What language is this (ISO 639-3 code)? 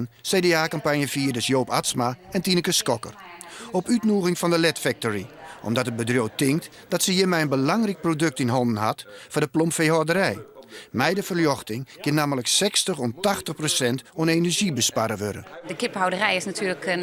fry